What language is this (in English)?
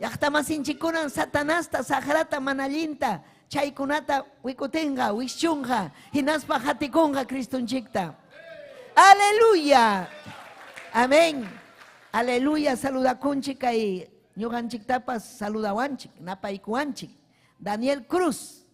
Ayacucho Quechua